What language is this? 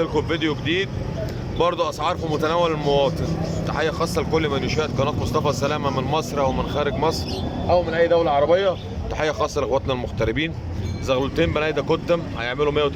Egyptian Arabic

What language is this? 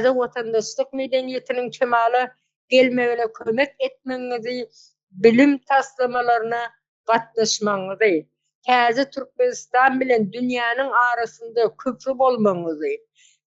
Turkmen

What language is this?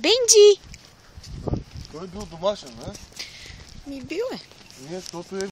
Bulgarian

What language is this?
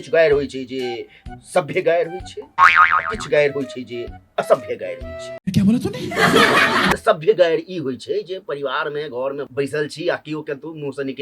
Maithili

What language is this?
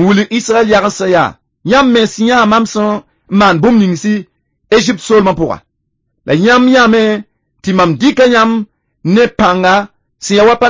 Mossi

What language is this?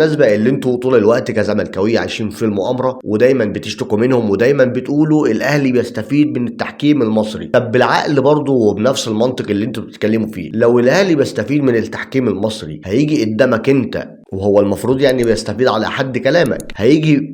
Egyptian Arabic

